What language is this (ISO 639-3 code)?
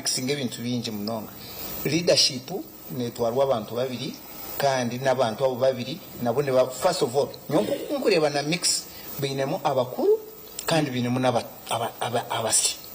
nyn